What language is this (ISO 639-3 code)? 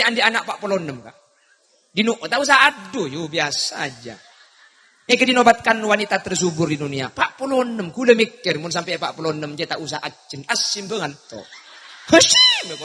mad